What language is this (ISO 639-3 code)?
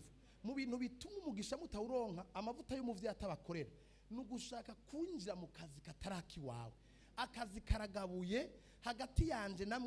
run